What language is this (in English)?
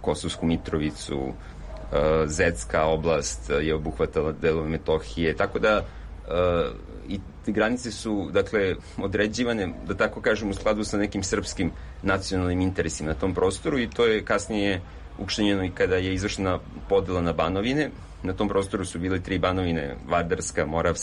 Serbian